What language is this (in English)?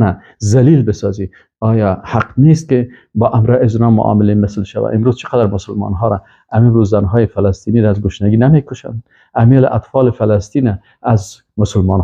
Persian